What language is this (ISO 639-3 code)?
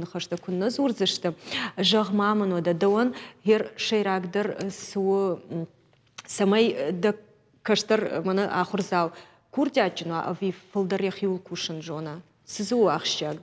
oss